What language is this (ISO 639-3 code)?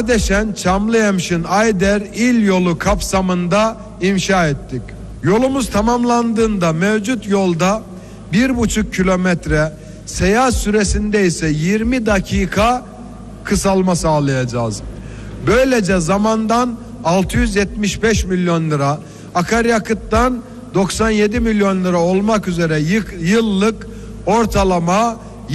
tur